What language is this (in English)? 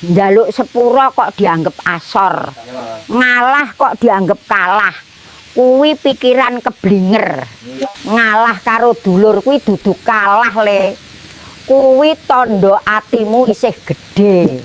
Javanese